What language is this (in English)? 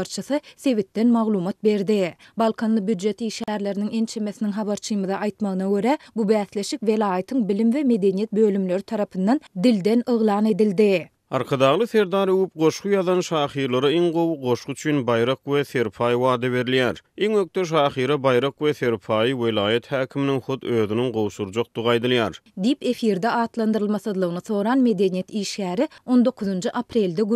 Turkmen